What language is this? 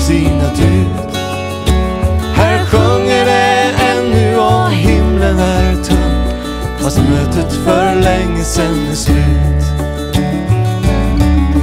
Swedish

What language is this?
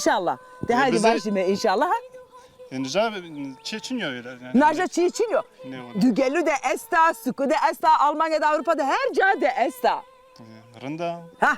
Zaza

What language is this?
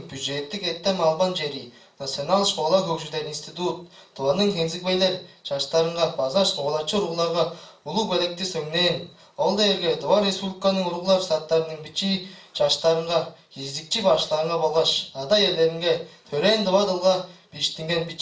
Tuvinian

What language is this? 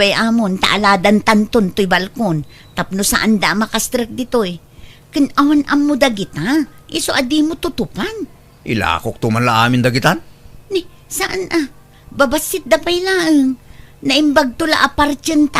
Iloko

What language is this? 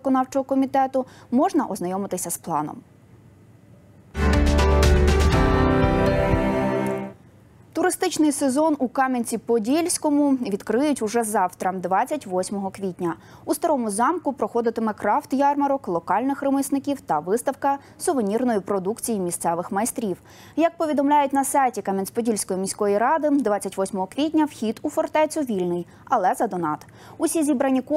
Ukrainian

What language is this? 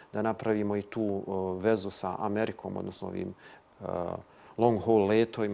Bosnian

